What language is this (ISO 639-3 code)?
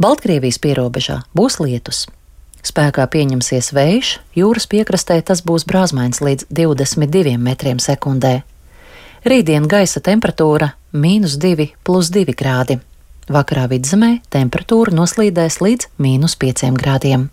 lav